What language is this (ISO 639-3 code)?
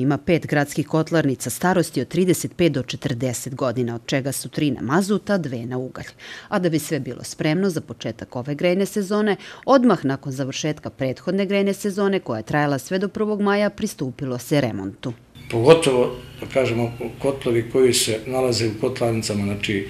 srp